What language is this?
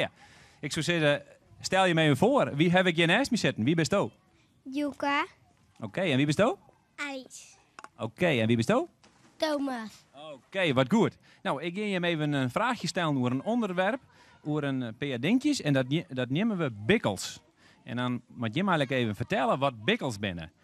Western Frisian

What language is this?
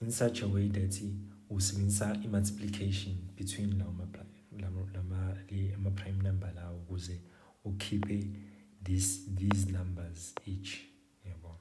Zulu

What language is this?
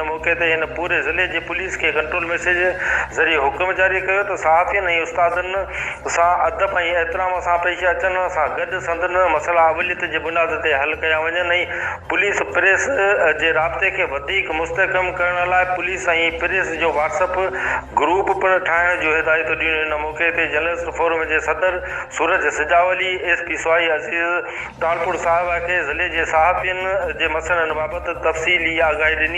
Sindhi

